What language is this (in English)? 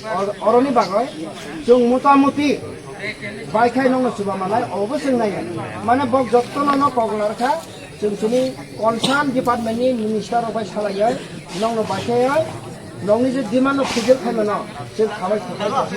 Kok Borok